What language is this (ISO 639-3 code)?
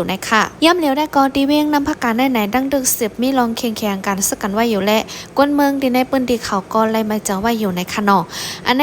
shn